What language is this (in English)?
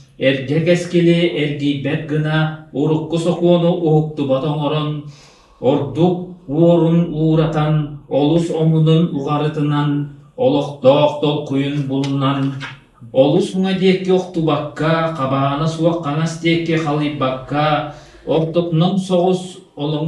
Yakut